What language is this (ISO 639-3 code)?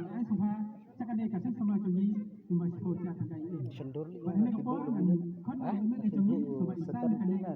kha